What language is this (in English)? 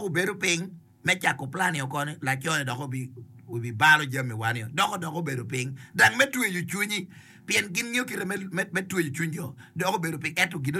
Acoli